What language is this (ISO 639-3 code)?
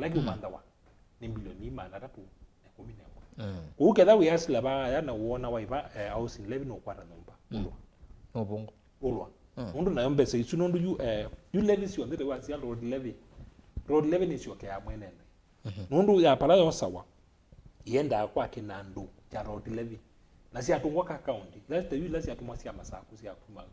kam